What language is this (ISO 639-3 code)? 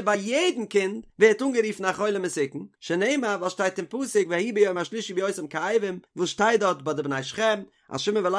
yid